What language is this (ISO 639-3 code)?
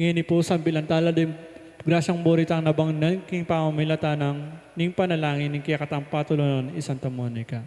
pam